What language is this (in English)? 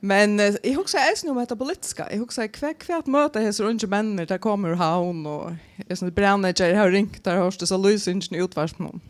Faroese